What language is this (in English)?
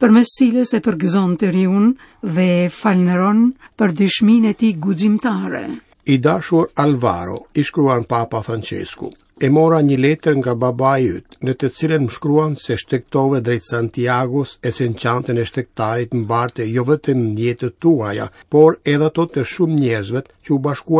Albanian